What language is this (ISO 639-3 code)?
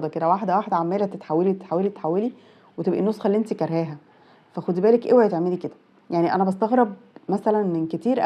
arz